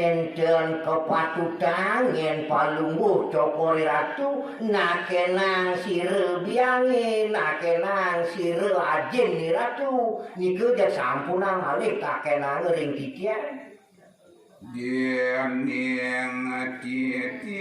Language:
Balinese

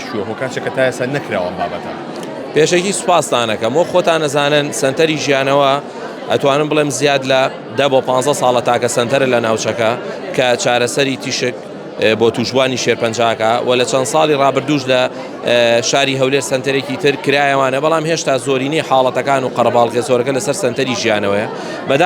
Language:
Central Kurdish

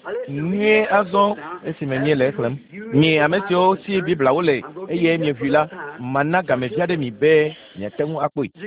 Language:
Ewe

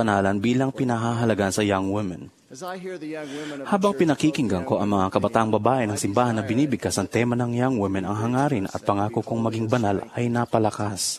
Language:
Filipino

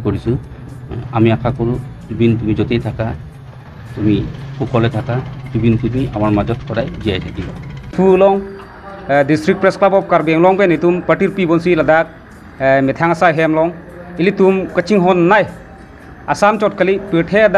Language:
Karbi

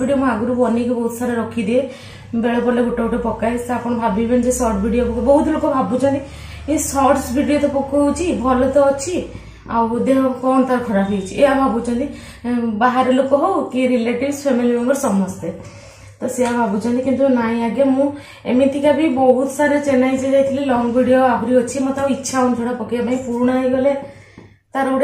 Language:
Odia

